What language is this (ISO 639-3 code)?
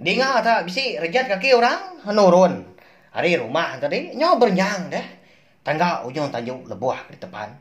iba